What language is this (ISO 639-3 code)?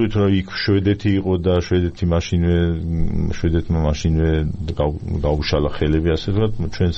kat